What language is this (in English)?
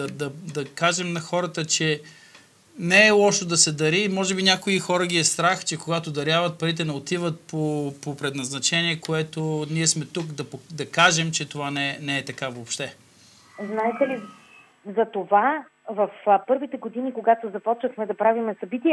Bulgarian